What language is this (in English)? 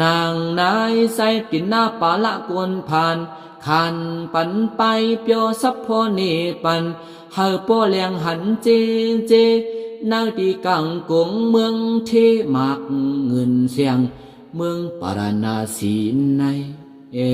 Shan